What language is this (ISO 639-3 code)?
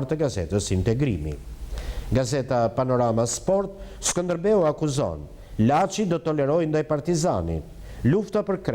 sqi